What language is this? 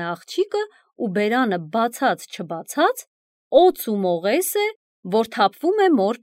Armenian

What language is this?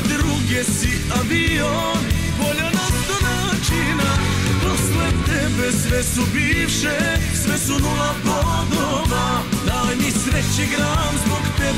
Serbian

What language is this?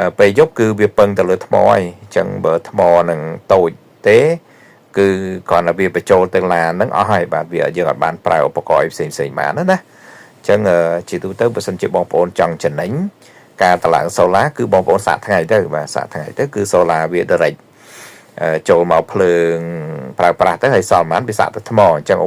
Khmer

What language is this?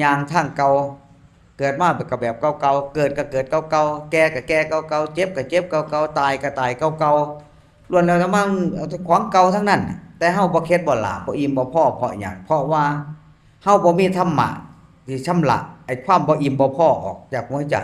Northeastern Thai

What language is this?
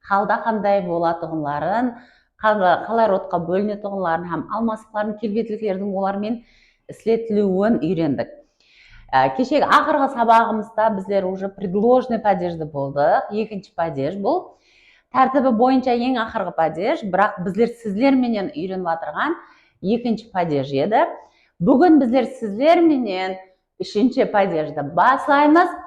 Kara-Kalpak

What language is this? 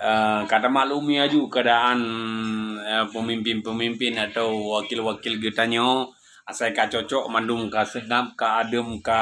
Achinese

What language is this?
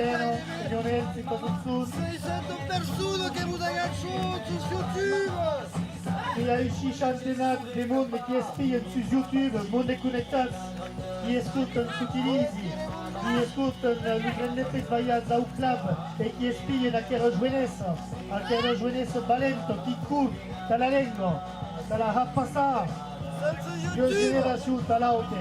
Occitan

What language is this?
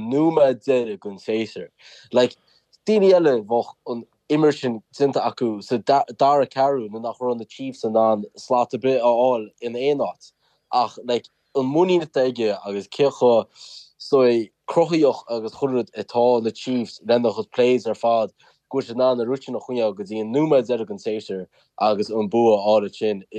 Irish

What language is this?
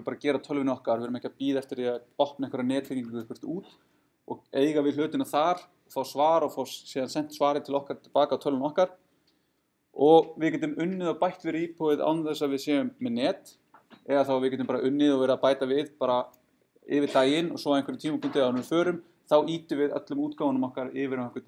Icelandic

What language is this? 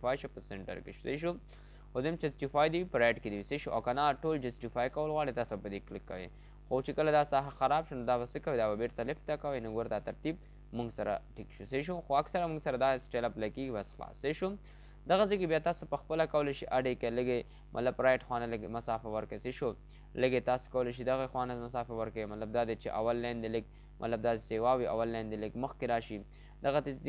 Pashto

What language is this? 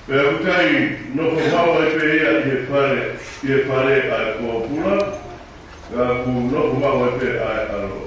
Tongan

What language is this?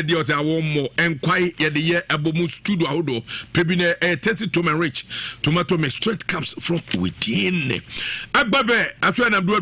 Akan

